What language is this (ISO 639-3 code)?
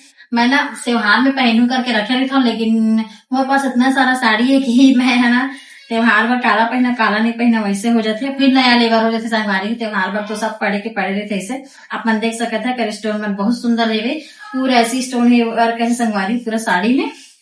hne